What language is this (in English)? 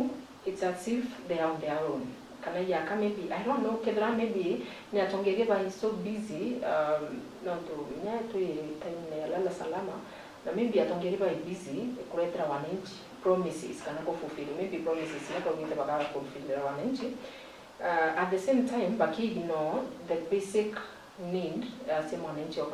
Meru